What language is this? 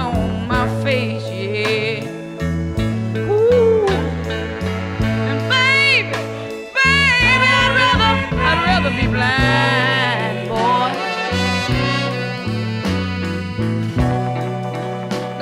English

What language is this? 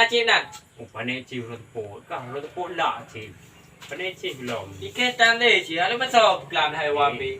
Achinese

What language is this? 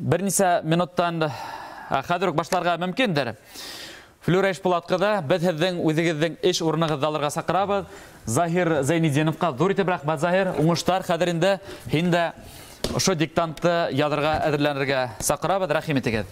Bashkir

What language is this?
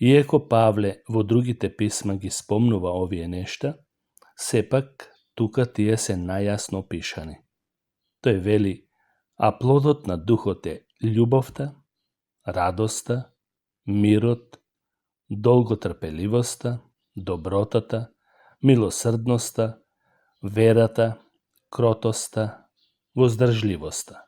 Macedonian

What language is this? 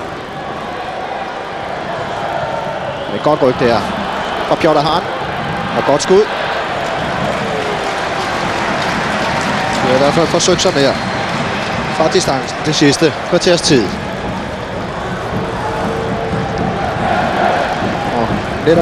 Danish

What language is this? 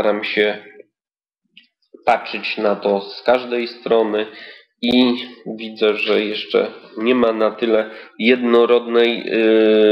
Polish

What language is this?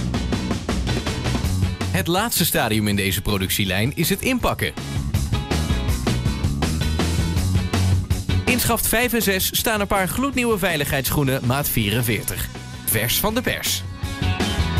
Dutch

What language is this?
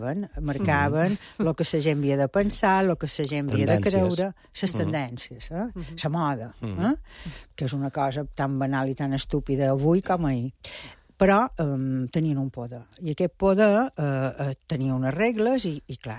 Catalan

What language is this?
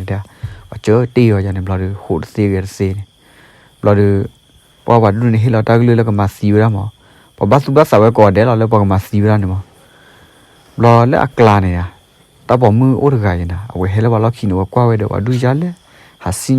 S'gaw Karen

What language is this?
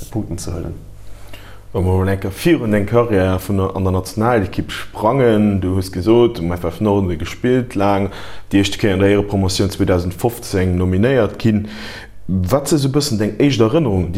Luxembourgish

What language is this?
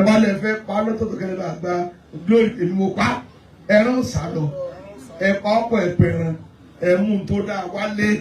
Yoruba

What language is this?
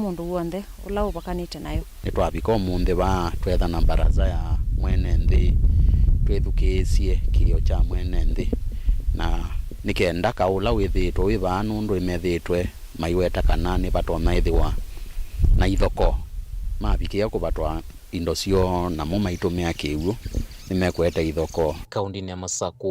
Kamba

